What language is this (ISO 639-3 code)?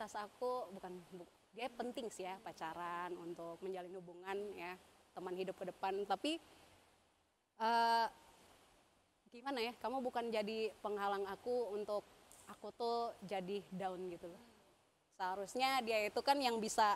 ind